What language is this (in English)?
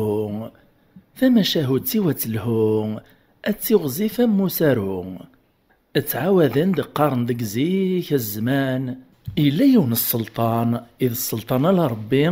Kabyle